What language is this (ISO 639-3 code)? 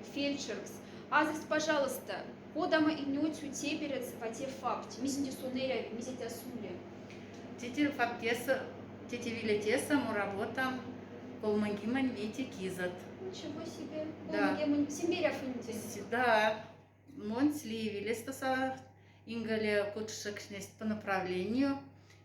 mdf